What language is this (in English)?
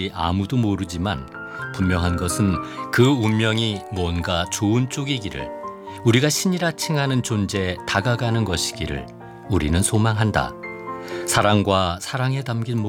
Korean